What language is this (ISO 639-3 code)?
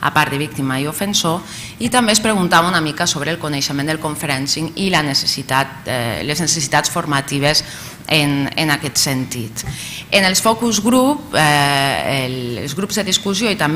cat